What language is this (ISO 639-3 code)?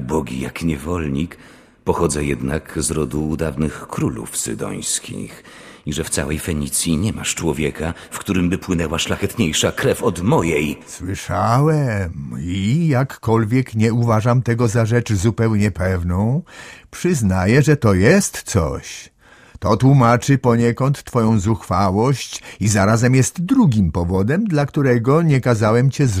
pol